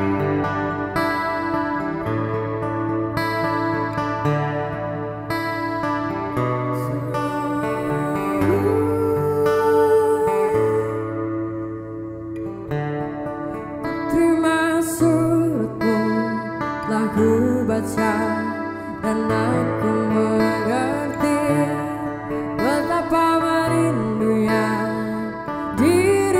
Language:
Indonesian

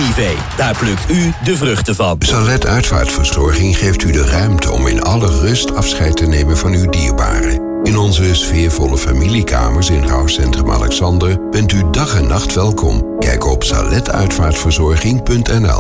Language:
Dutch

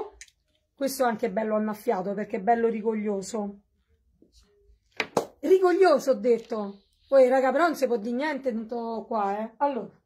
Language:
Italian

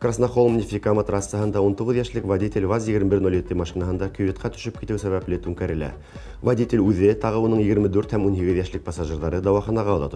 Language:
Bashkir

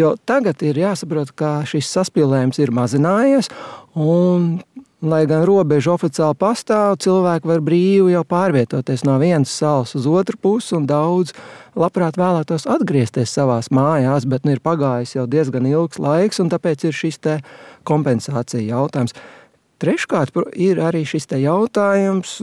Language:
Latvian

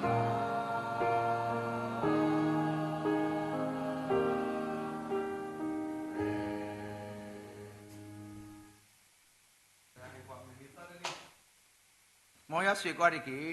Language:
S'gaw Karen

